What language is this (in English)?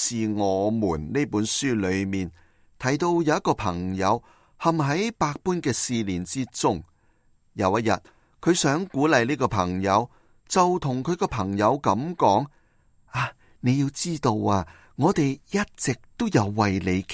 Cantonese